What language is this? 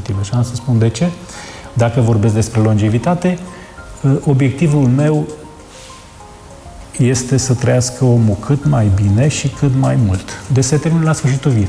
Romanian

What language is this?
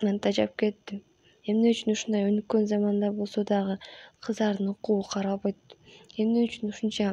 Kyrgyz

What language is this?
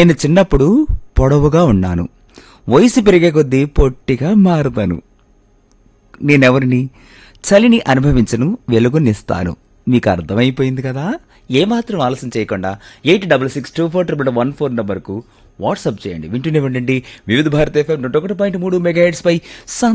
Telugu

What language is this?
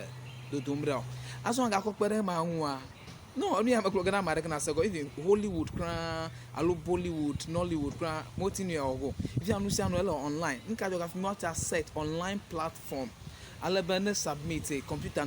Ewe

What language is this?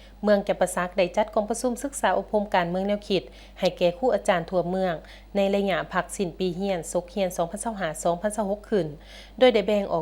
Lao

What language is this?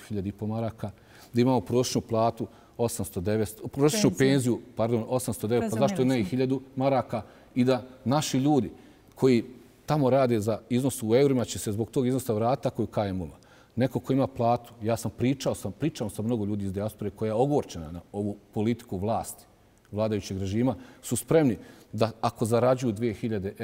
Bosnian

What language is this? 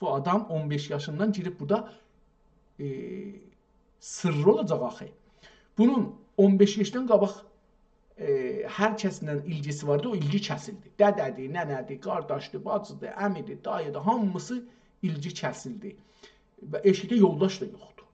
South Azerbaijani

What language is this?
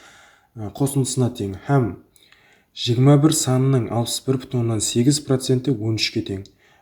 Kara-Kalpak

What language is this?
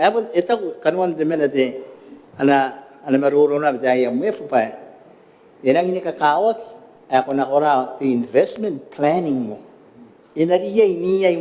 Gilbertese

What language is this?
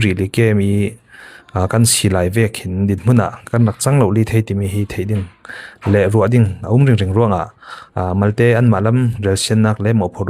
Falam Chin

